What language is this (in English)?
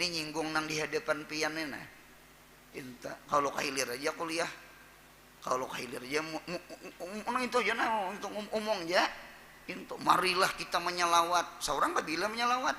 Banjar